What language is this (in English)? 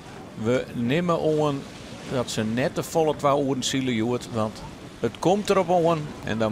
Western Frisian